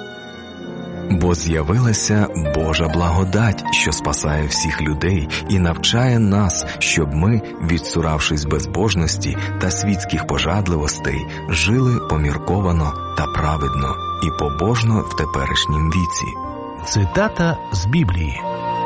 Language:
Ukrainian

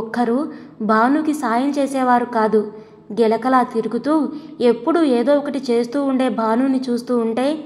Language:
Telugu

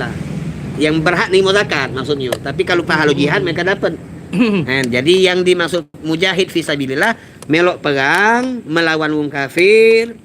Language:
Musi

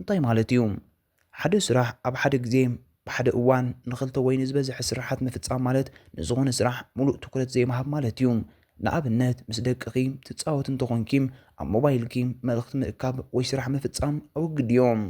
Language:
Tigrinya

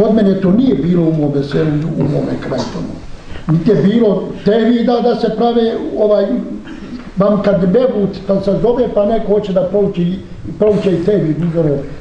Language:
Bosnian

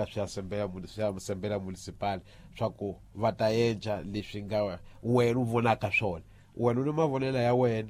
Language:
Tsonga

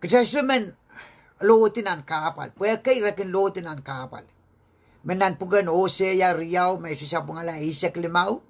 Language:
Pohnpeian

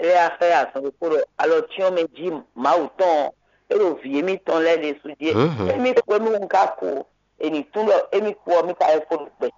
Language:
Fon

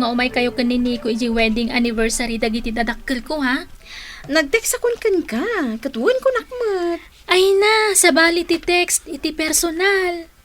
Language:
Iloko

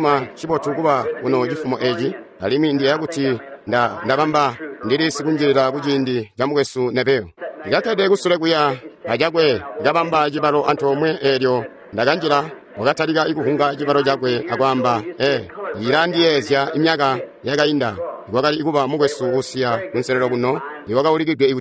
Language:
Tonga (Zambia)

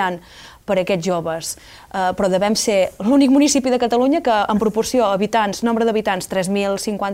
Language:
Catalan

